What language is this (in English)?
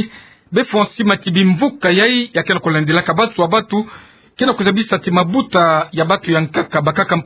Kituba (Democratic Republic of Congo)